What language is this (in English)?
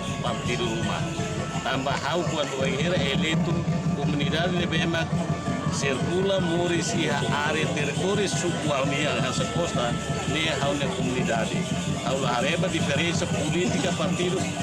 Tetum